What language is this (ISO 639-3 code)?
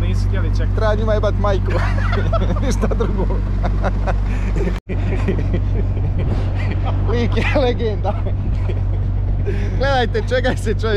hrv